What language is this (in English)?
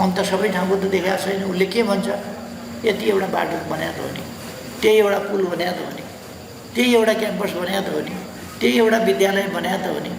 Nepali